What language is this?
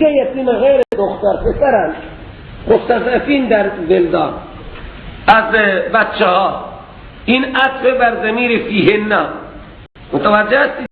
Persian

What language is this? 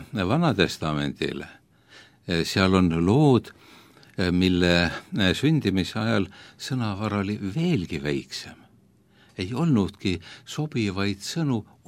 Estonian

